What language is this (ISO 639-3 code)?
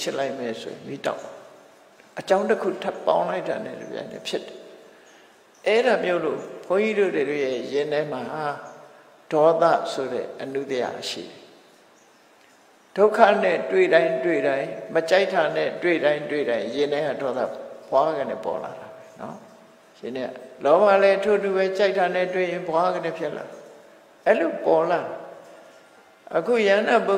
mya